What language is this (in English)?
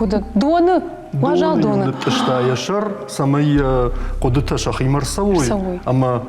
Ossetic